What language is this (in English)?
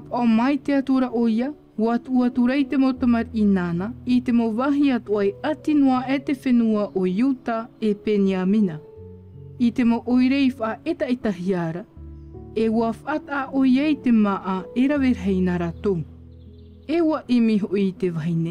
Tahitian